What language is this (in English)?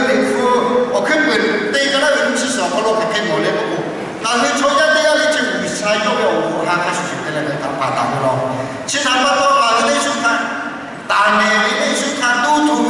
Lahu